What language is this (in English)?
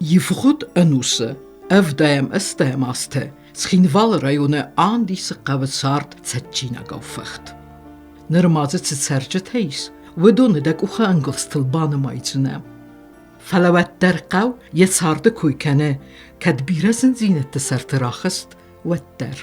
Ossetic